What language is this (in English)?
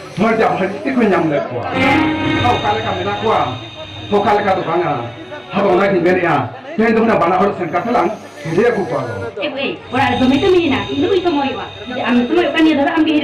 Santali